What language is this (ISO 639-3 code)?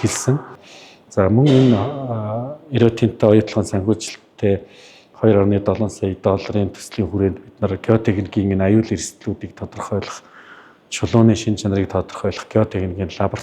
mon